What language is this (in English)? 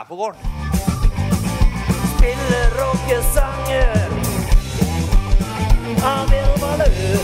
Norwegian